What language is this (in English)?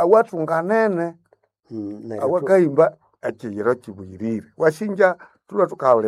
Nande